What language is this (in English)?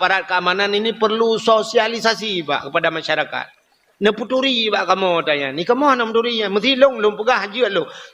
Achinese